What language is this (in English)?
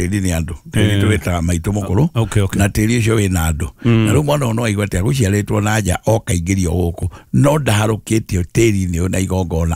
Kikuyu